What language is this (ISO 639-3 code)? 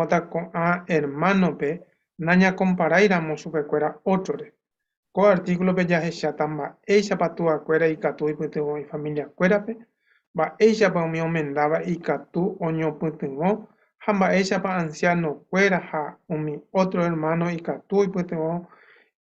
grn